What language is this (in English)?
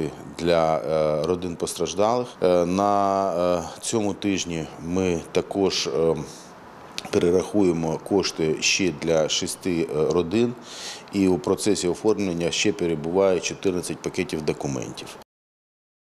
Ukrainian